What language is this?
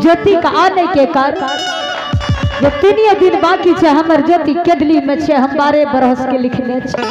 Maithili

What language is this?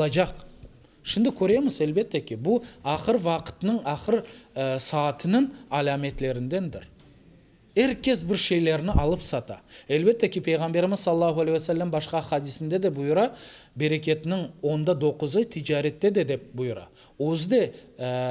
Crimean Tatar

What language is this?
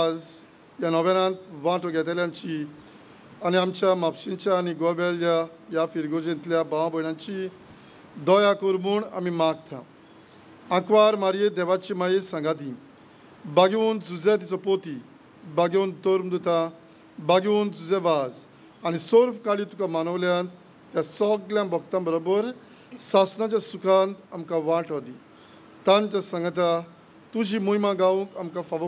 Konkani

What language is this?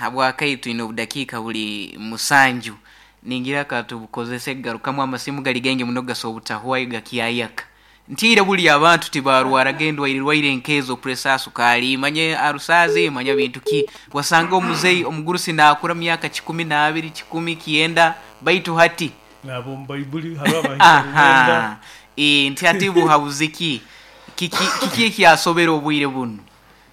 Nyoro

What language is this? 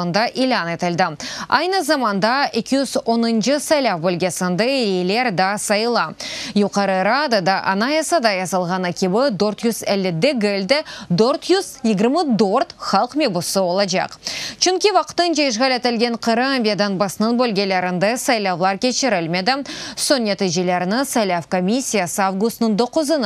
Crimean Tatar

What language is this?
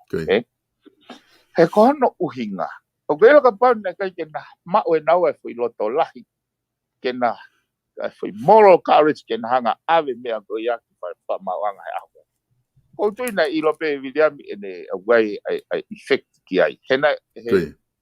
Tongan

